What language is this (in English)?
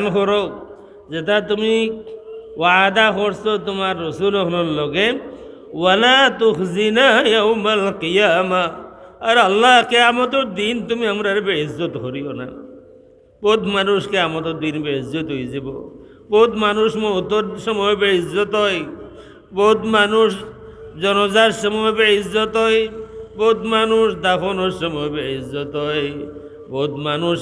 Sylheti